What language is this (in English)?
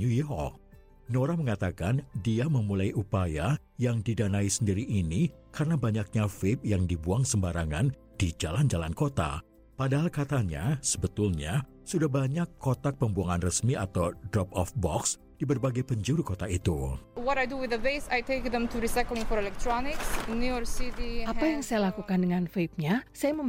Indonesian